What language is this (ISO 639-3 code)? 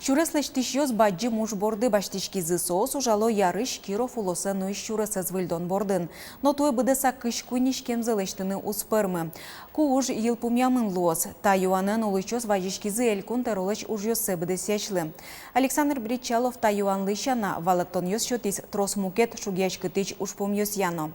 udm